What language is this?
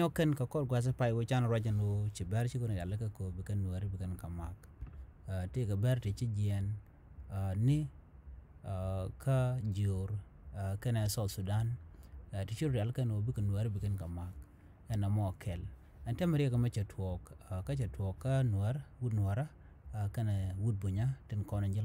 Nuer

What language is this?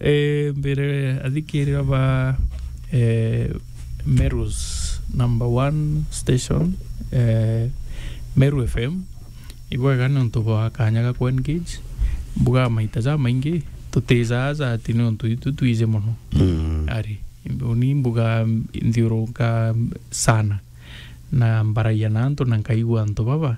Meru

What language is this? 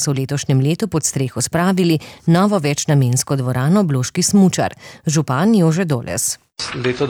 Slovenian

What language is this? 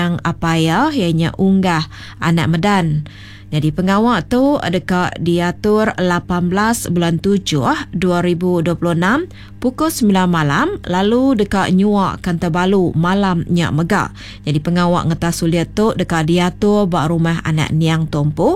Iban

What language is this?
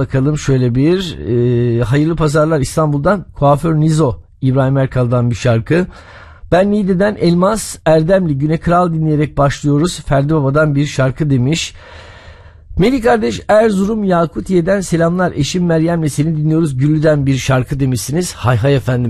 Turkish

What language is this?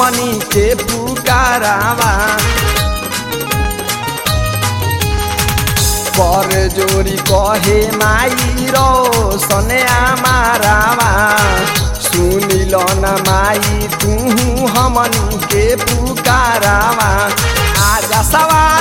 Bhojpuri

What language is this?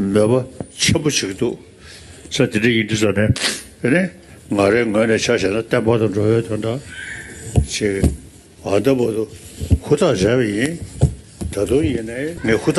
Tibetan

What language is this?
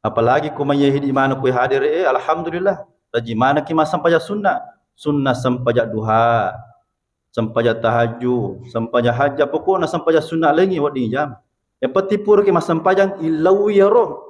Buginese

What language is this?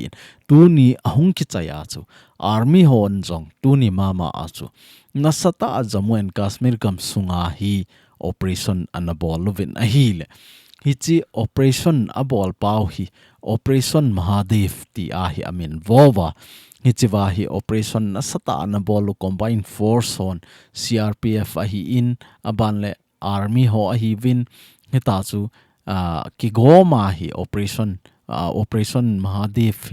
Thado Chin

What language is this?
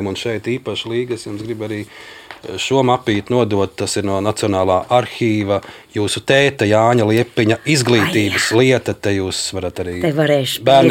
Latvian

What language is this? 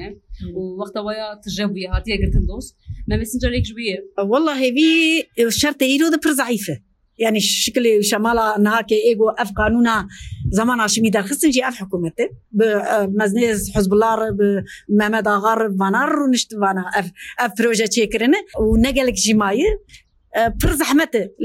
Kurdish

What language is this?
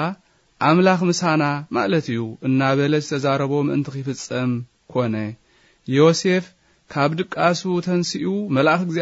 Tigrinya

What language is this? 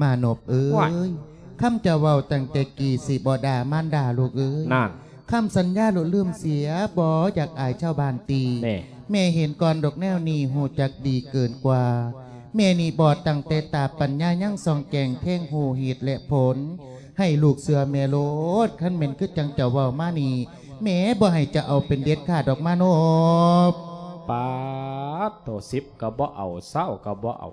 Lao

